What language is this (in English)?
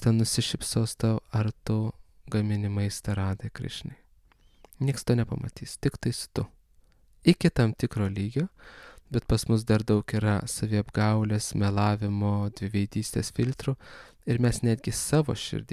Lithuanian